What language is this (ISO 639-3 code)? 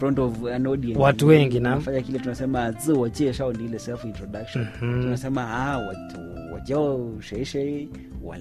swa